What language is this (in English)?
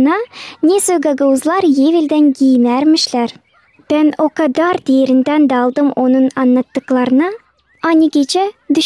Gagauz